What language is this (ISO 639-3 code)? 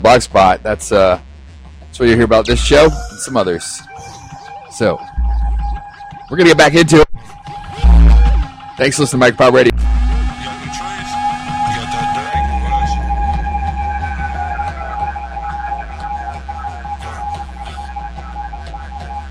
eng